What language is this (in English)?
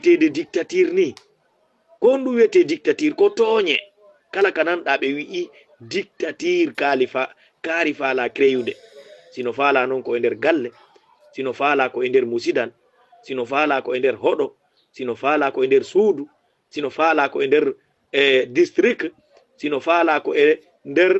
Fula